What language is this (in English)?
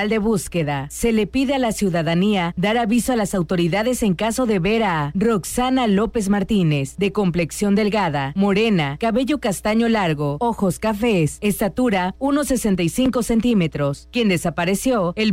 Spanish